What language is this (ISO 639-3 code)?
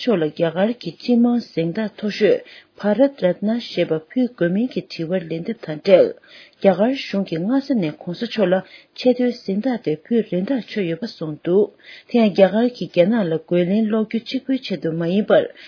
bod